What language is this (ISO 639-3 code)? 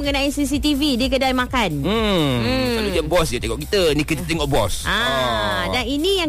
msa